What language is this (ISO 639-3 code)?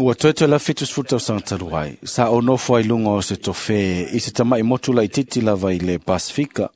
smo